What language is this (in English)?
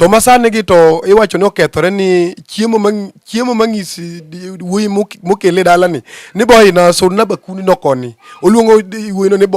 Luo (Kenya and Tanzania)